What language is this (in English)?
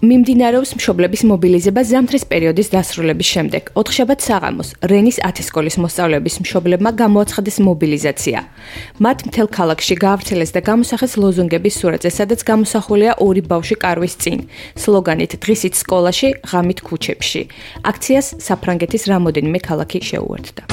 Georgian